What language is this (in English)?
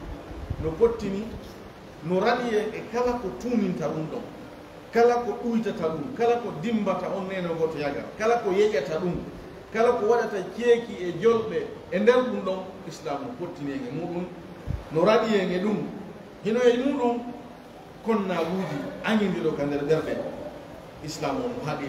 Fula